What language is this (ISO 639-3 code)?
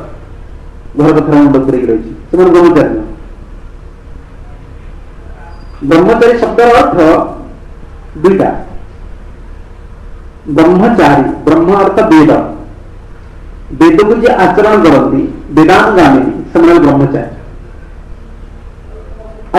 ori